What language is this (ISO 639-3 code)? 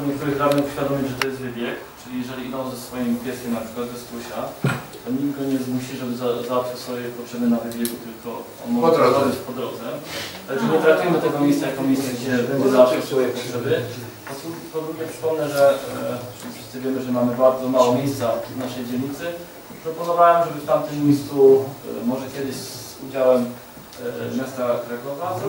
pol